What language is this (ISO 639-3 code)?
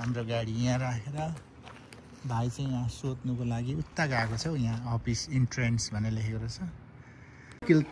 nep